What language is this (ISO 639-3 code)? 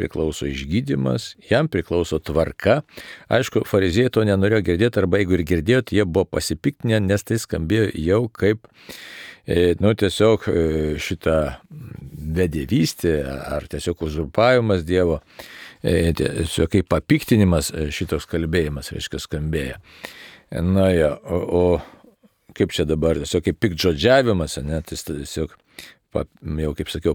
lit